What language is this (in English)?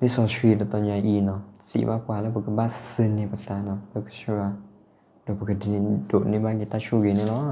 S'gaw Karen